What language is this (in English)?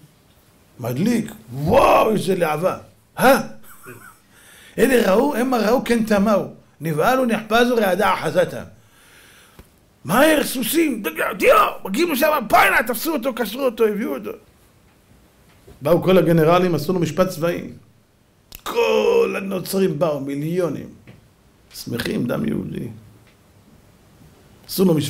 Hebrew